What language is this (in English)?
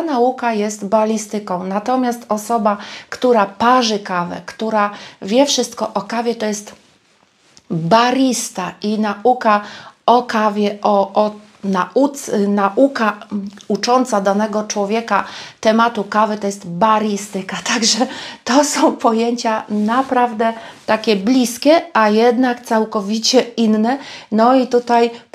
Polish